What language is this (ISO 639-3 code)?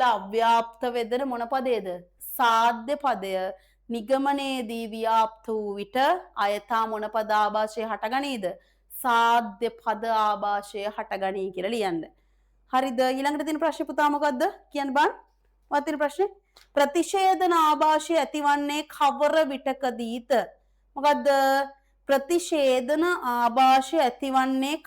sin